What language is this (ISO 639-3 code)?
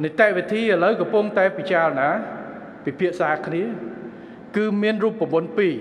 khm